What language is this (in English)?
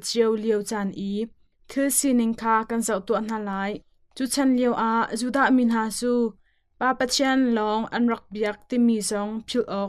Hakha Chin